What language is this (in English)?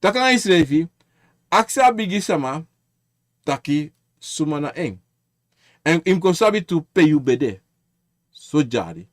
Sranan Tongo